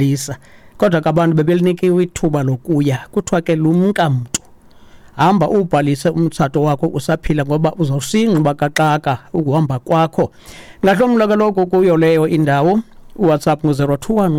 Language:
Xhosa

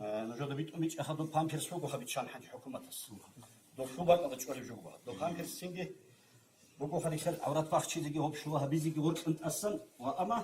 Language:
Avaric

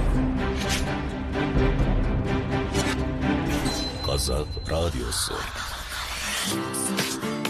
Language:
Kazakh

